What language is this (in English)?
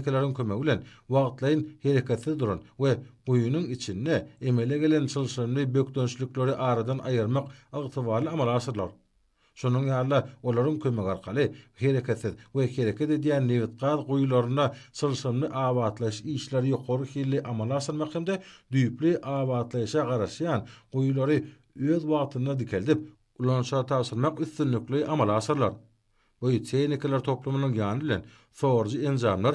Turkmen